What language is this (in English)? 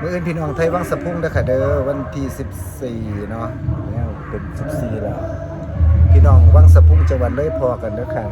Northeastern Thai